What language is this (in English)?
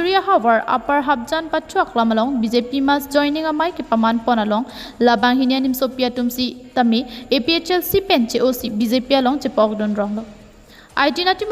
Karbi